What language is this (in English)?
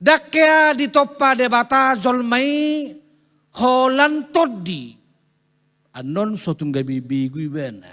Batak Toba